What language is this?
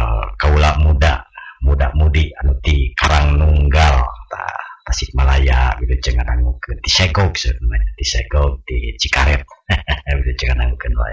Sundanese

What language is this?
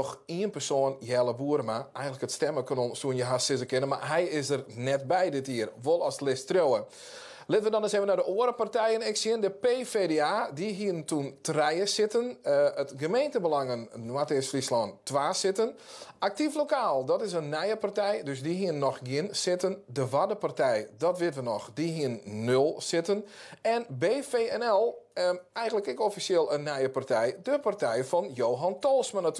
Western Frisian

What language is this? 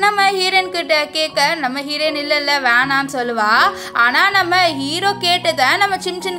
Tamil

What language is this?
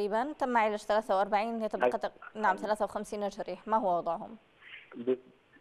Arabic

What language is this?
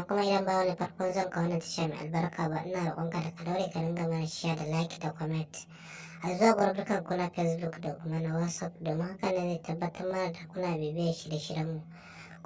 Hausa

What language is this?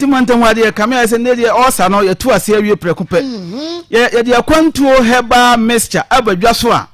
Akan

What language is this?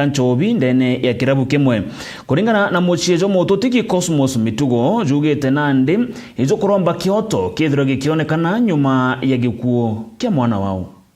Meru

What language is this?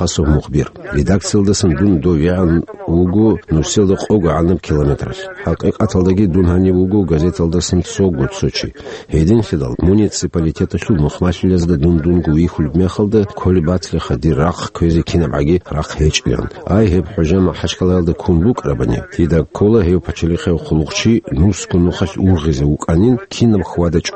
Avaric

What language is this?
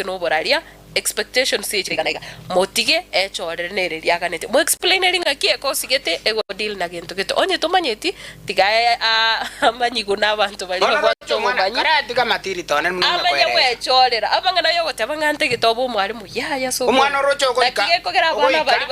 Gusii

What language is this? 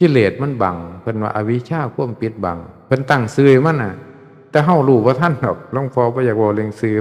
Northeastern Thai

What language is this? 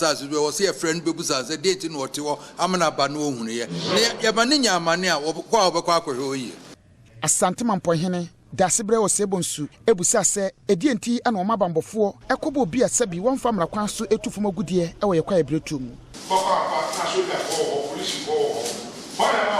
Akan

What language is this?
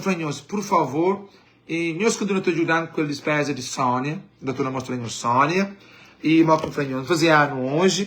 Kabuverdianu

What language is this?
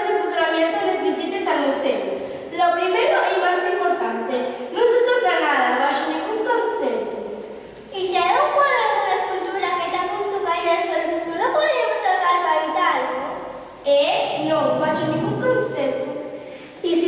Asturian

